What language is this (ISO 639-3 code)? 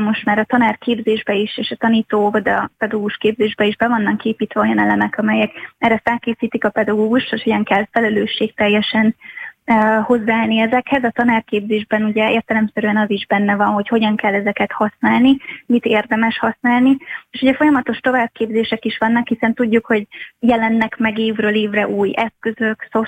hun